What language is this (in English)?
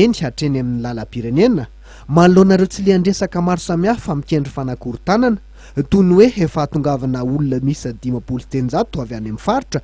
Malagasy